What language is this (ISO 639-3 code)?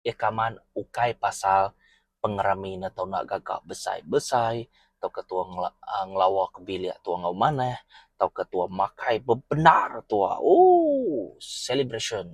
iba